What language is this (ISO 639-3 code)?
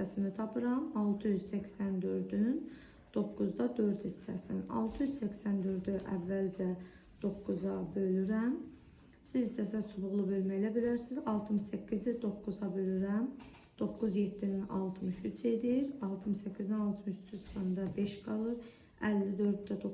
aze